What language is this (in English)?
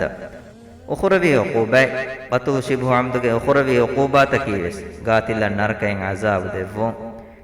Divehi